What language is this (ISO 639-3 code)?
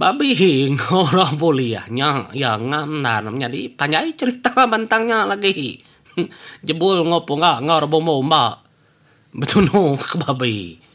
iba